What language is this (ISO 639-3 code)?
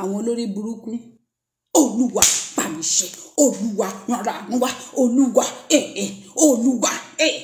yor